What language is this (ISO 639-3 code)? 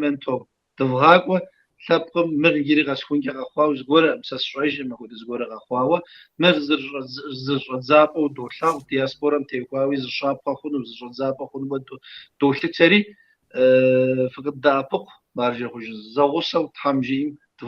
kbd